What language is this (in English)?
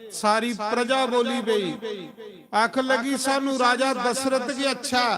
Dogri